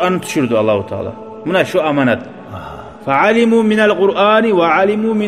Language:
Kumyk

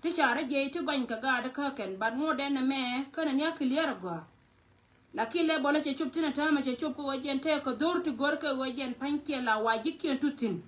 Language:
Nuer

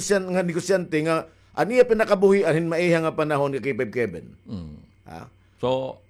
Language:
Waray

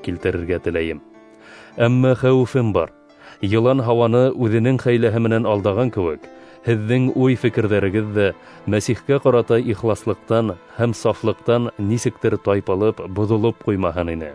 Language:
Bashkir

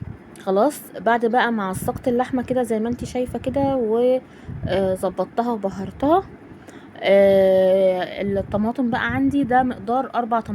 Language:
Egyptian Arabic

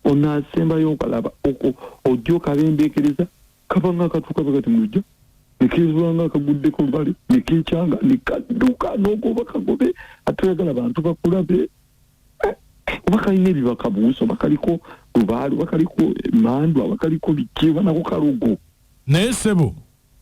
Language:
Ganda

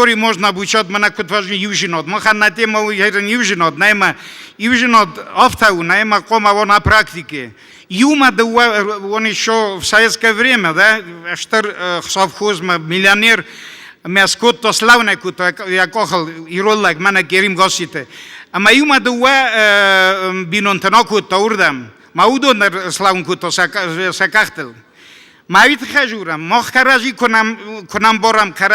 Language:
Ossetic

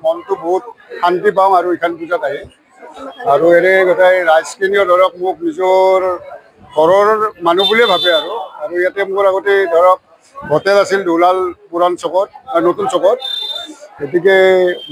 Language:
Assamese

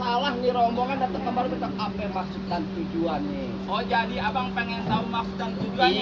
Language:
Betawi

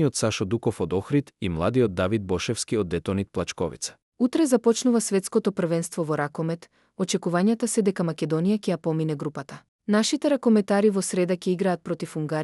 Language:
Macedonian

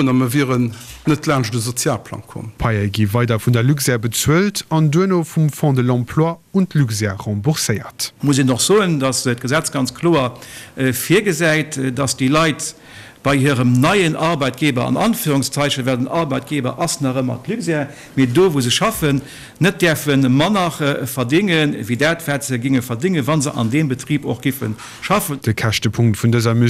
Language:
Luxembourgish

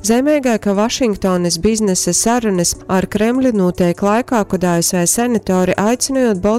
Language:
Latgalian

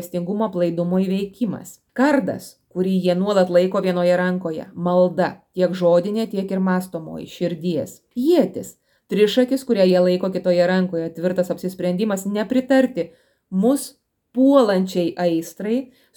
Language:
Lithuanian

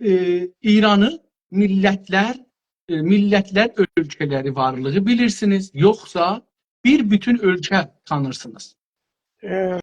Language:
South Azerbaijani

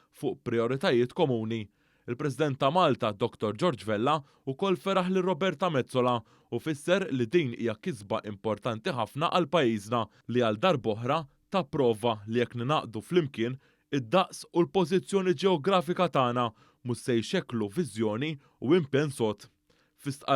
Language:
Maltese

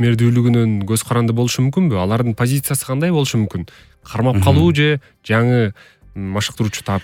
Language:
Kyrgyz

